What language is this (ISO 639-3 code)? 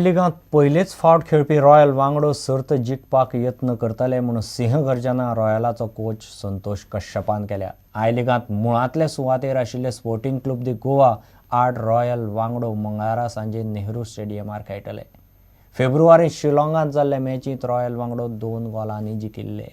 kok